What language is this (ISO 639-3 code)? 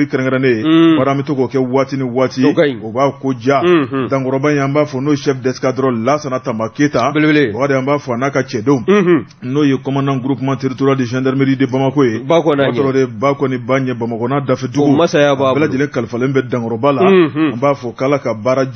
bam